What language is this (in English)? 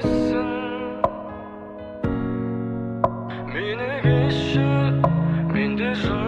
Kazakh